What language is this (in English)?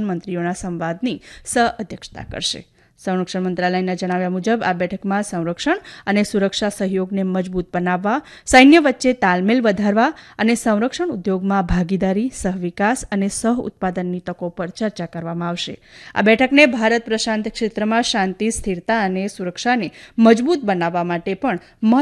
Gujarati